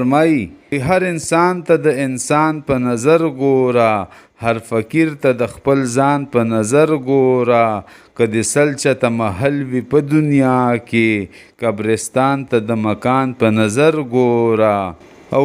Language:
Pashto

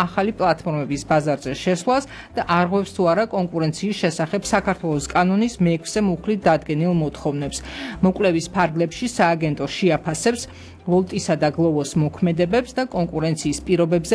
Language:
Georgian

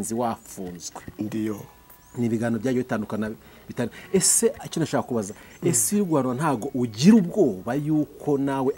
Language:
Kinyarwanda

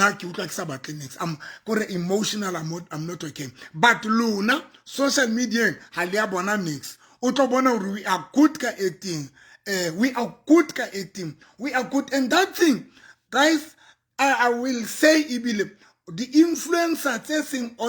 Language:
Southern Sotho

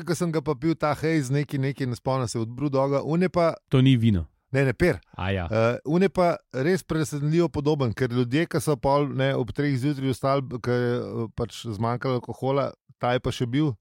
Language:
Slovenian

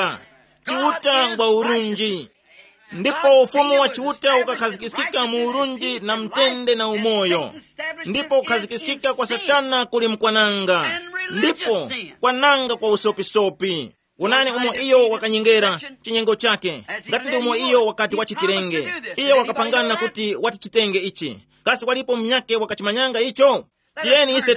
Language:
Tumbuka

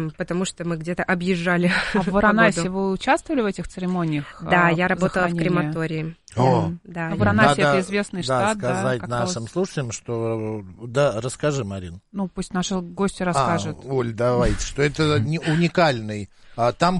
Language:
Russian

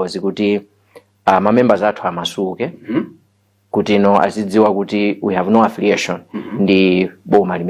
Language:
Nyanja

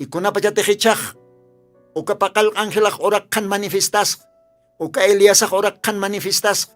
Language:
Aymara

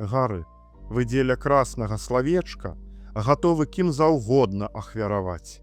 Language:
Belarusian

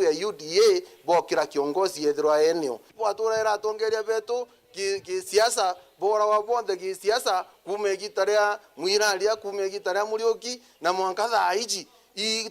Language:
Meru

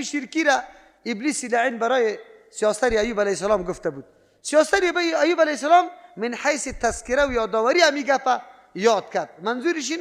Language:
Persian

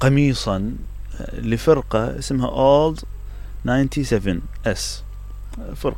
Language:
Mesopotamian Arabic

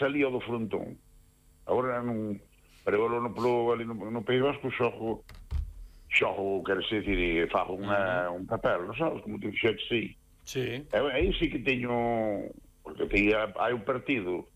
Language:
Galician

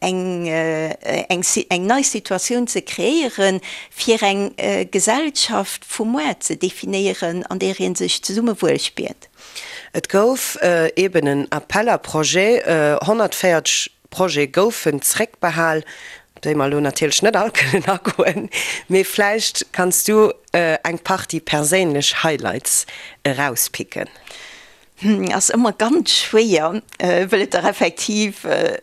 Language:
Luxembourgish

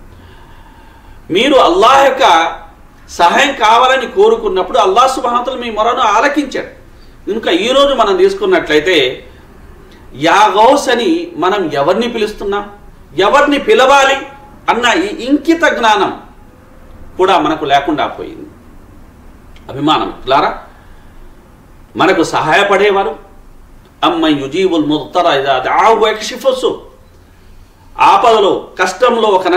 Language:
Telugu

